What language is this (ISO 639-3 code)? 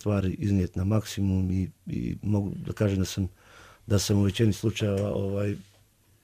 bos